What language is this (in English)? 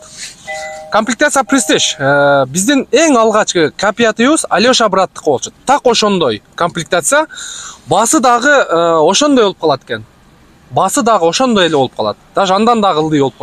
Kyrgyz